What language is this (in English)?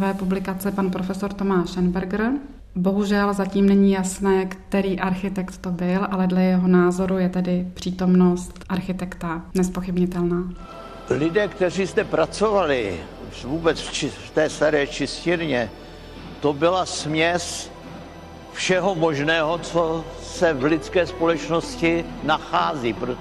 Czech